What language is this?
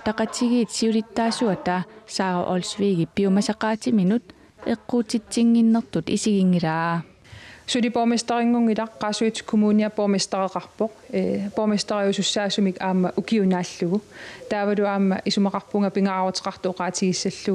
Kalaallisut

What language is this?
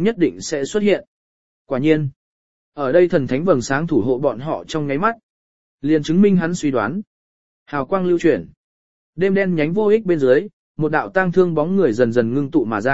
Vietnamese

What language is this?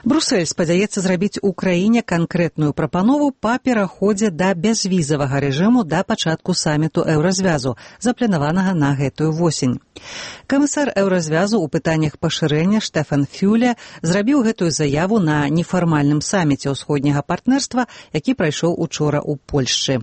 Belarusian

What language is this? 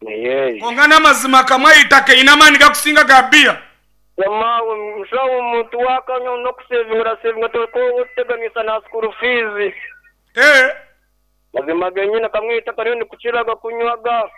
Nyankole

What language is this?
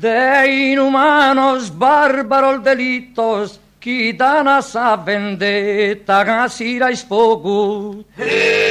Sardinian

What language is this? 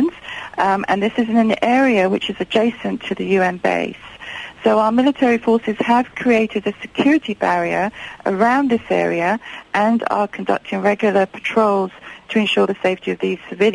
English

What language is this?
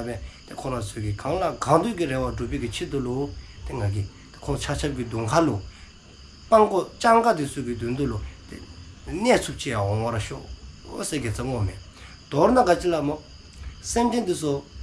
Dzongkha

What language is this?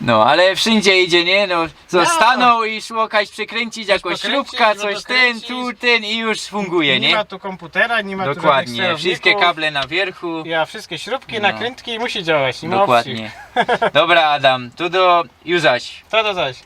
Silesian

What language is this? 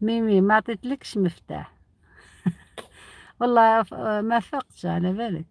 Algerian Arabic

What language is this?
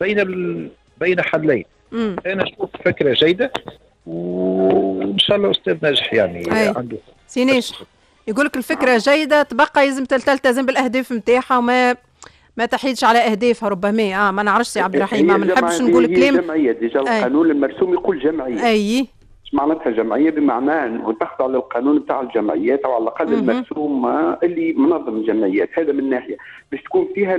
Tunisian Arabic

